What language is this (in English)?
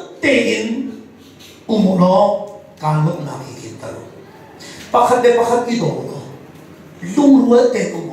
Hakha Chin